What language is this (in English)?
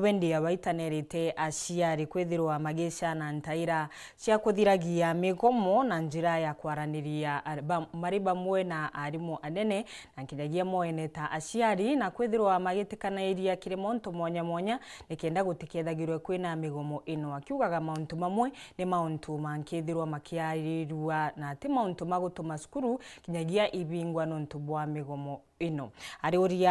Meru